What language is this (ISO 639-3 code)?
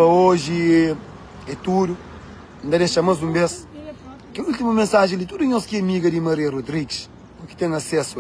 kea